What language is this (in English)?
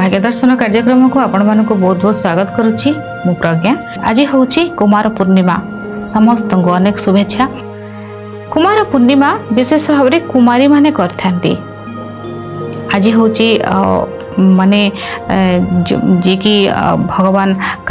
Odia